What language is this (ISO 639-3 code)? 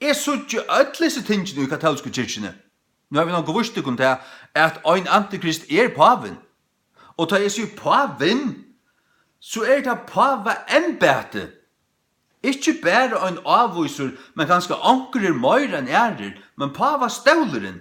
fao